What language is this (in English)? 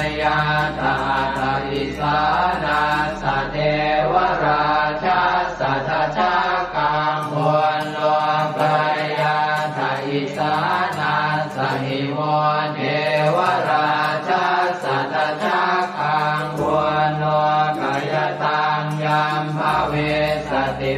Pali